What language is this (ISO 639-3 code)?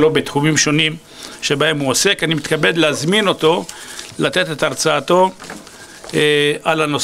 heb